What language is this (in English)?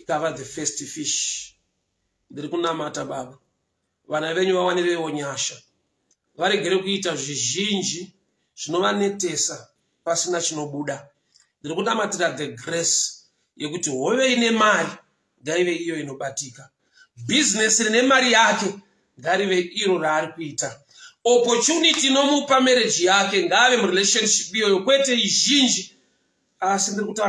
Shona